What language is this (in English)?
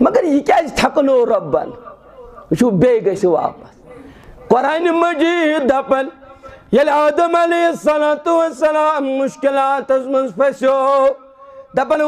Kashmiri